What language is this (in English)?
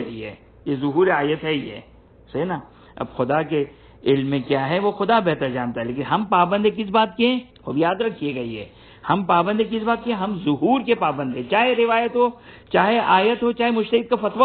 Urdu